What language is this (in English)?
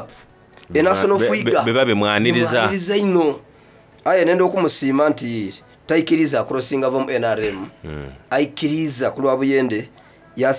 Soga